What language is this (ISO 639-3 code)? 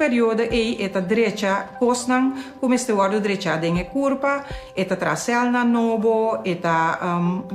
pap